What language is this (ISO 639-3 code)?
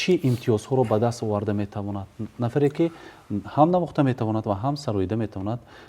tgk